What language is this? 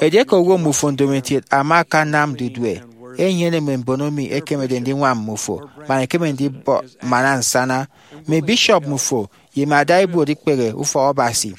Efik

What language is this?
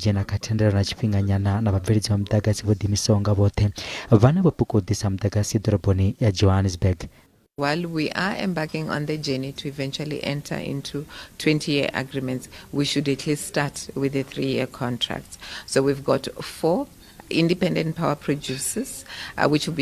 Venda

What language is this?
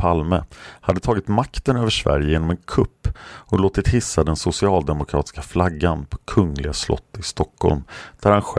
Swedish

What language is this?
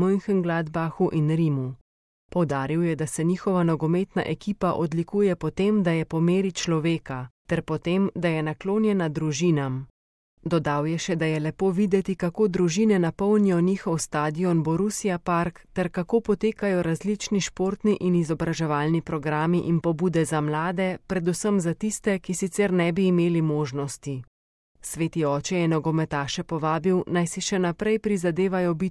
Slovenian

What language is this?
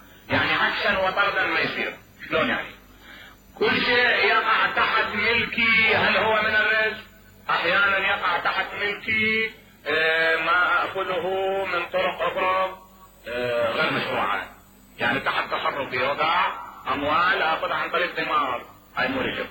Mesopotamian Arabic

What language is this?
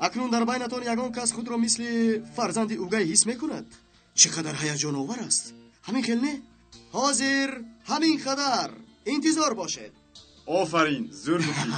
Tajik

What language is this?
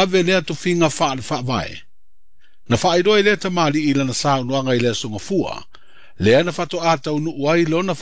Samoan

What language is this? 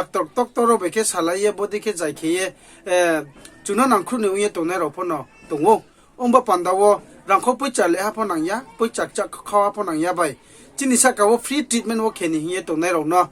Riang (India)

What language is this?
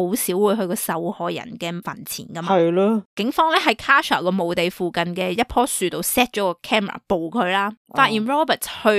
Cantonese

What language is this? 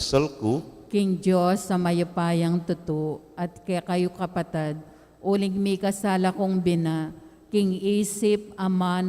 Pampanga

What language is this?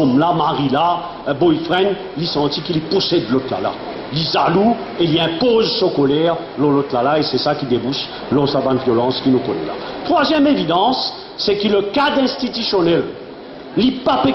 Morisyen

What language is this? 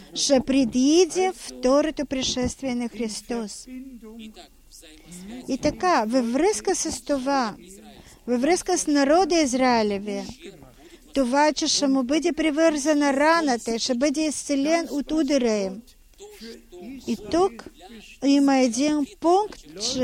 Bulgarian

